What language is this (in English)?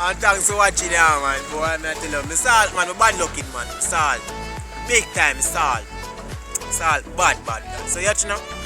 Jamaican Creole English